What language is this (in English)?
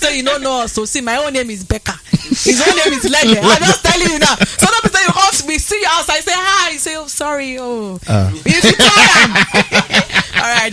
Nigerian Pidgin